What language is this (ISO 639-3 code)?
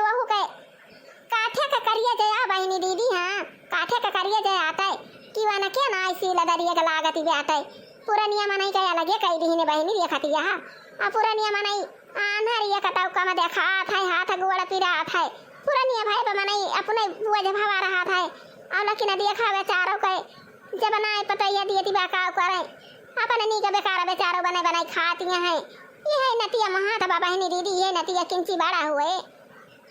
awa